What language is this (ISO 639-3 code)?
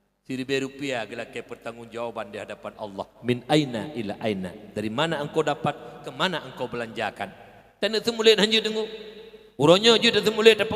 ace